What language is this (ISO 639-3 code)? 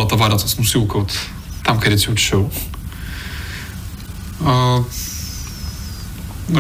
bul